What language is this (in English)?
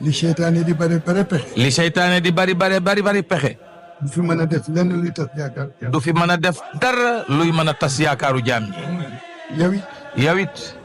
Wolof